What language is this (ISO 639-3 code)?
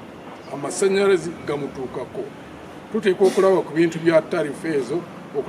nyn